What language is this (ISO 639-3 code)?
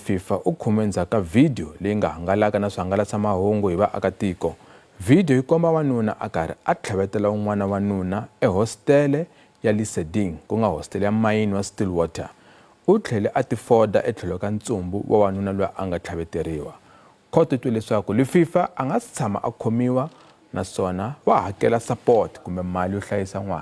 tso